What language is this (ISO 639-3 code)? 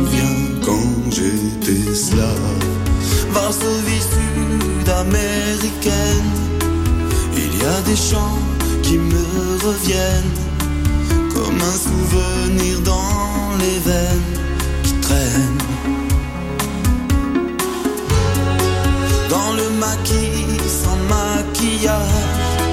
fra